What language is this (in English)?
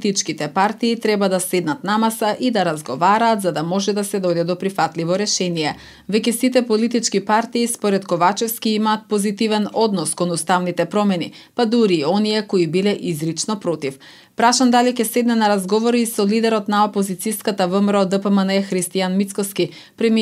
Macedonian